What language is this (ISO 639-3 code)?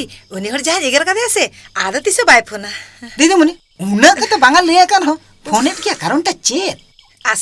sat